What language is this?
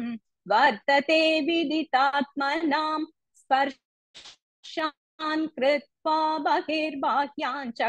Sanskrit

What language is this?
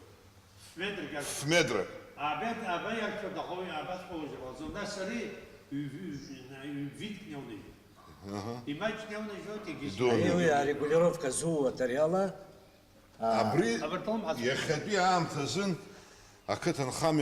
Abkhazian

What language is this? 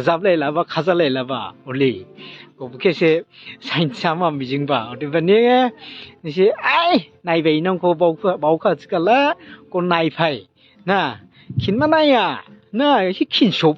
Dimasa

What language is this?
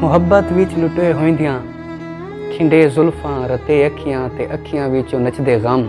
Saraiki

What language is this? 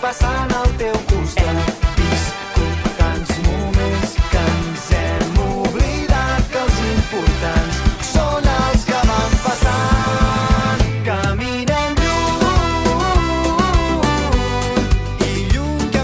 Catalan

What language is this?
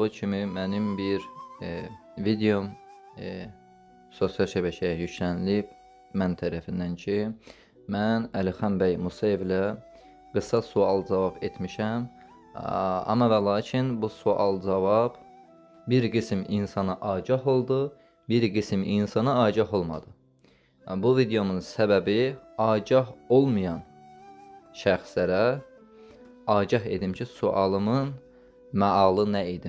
Azerbaijani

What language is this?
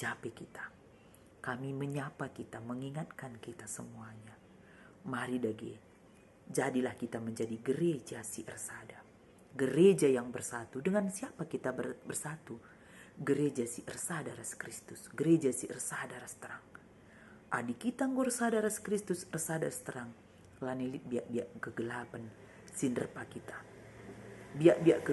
Batak Karo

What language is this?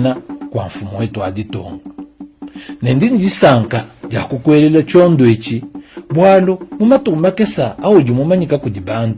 Luba-Lulua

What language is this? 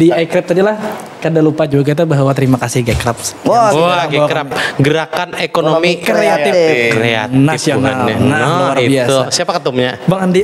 Banjar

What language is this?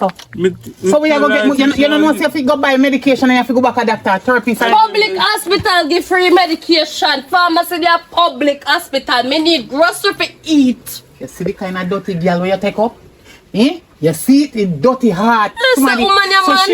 Jamaican Creole English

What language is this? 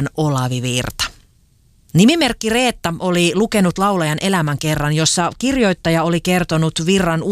Finnish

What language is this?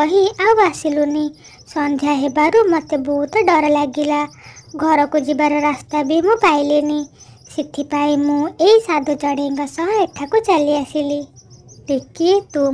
Odia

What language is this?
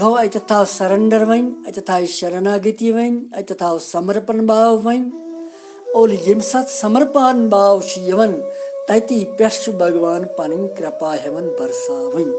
Kashmiri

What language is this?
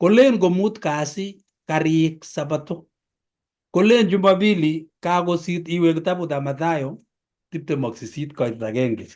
Kalenjin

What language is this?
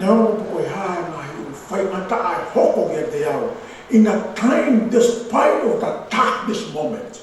Tongan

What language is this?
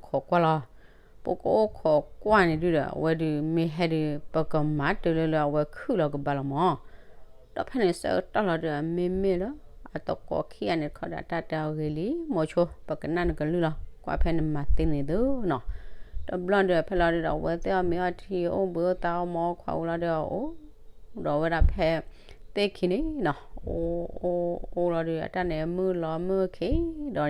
S'gaw Karen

